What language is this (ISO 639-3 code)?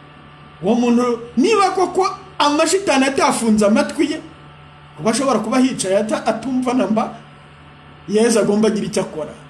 kin